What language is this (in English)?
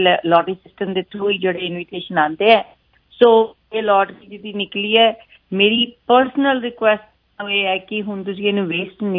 Punjabi